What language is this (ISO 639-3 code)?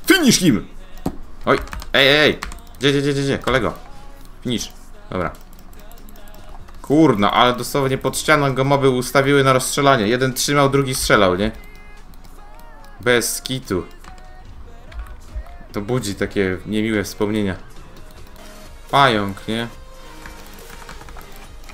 pol